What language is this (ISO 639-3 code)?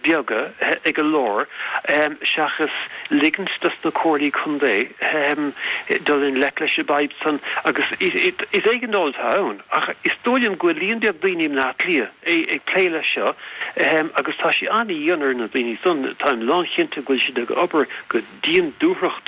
gle